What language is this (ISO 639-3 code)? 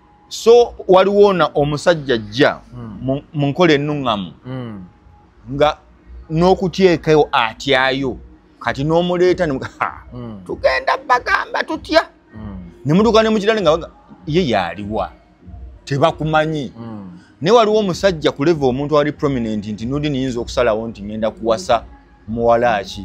lug